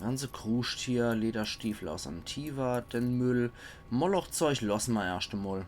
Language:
Palatine German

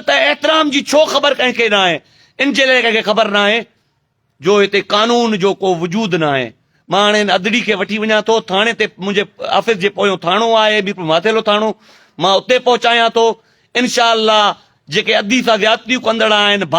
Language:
Sindhi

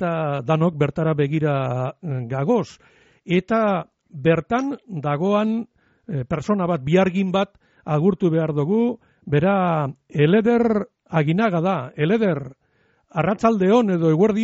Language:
Basque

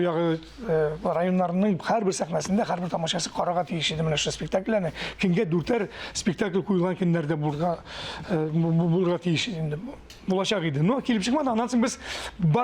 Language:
Tatar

